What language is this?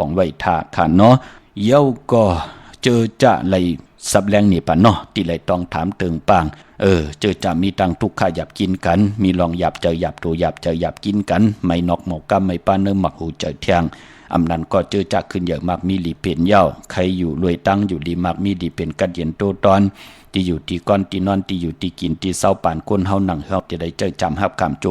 Shan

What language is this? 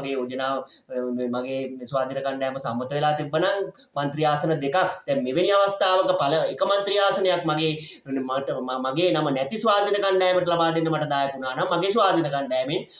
Sinhala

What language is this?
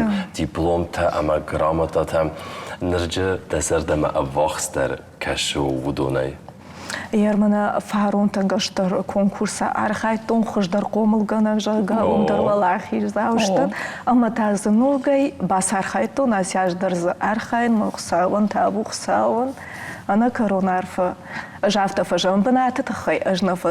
Ossetic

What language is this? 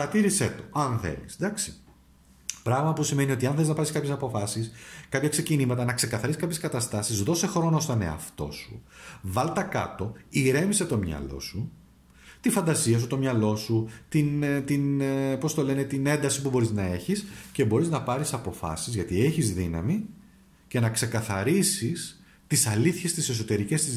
Greek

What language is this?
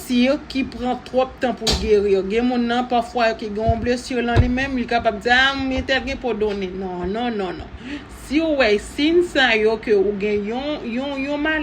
Haitian Creole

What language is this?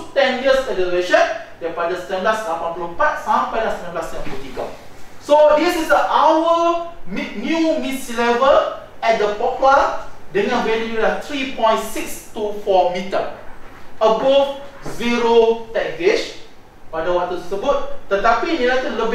Malay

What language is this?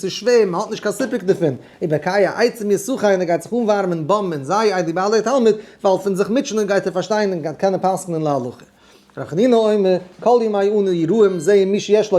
Yiddish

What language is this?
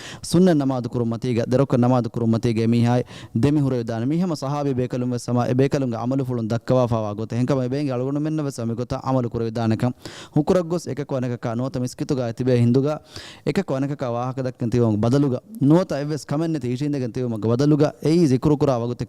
Divehi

